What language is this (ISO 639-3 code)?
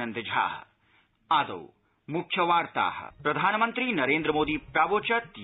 san